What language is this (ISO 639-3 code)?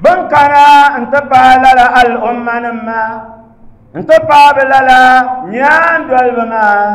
dag